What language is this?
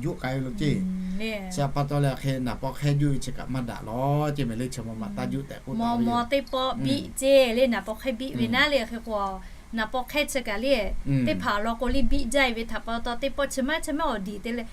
Lahu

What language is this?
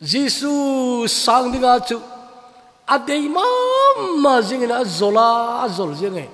Thado Chin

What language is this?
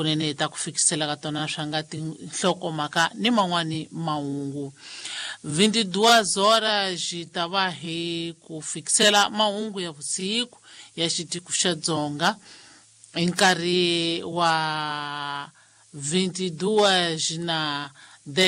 Tsonga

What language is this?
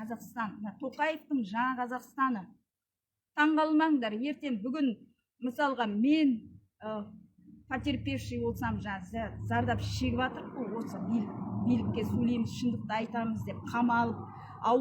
Kazakh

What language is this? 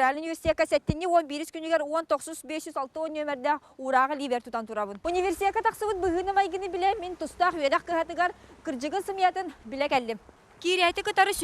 Yakut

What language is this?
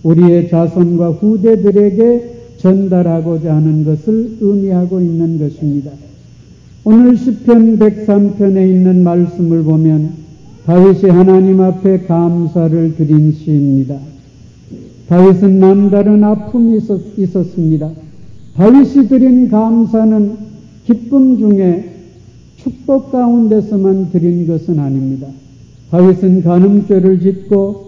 Korean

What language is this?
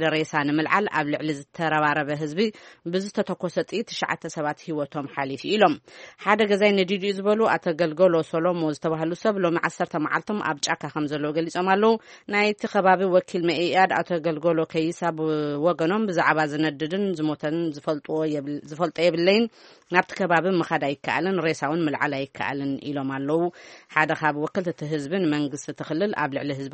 Tigrinya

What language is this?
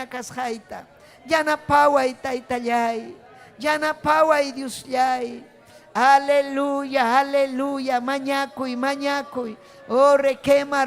Ayacucho Quechua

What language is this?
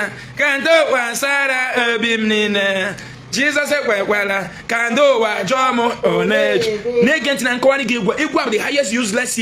Igbo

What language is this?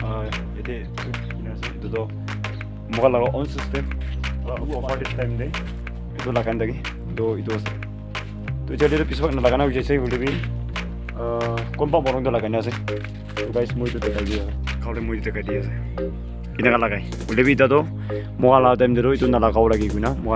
Naga Pidgin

